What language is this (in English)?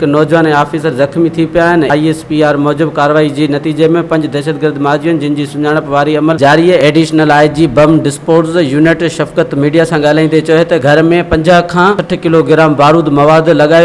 Sindhi